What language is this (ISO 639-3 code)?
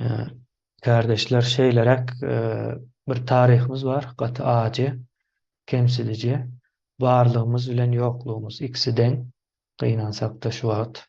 tuk